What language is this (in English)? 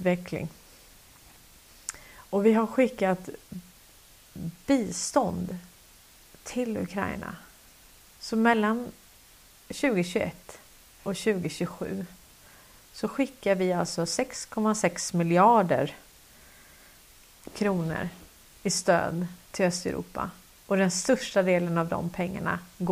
Swedish